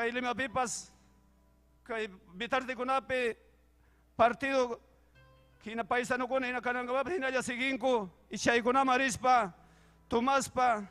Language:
Ayacucho Quechua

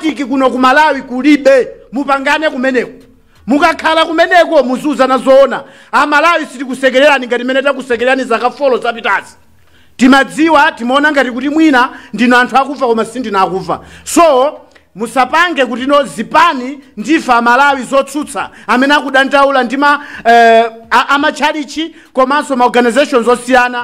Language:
Nyanja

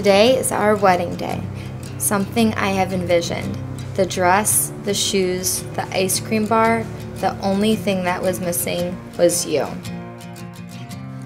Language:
English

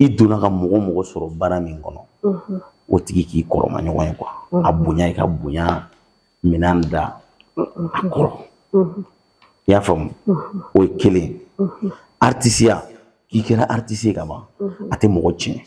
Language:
Bambara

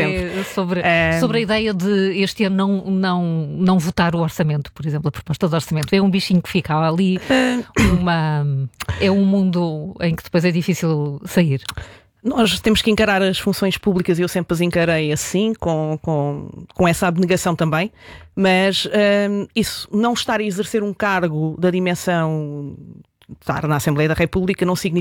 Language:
Portuguese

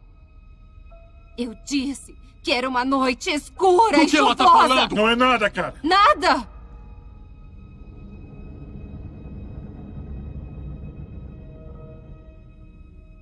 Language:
Portuguese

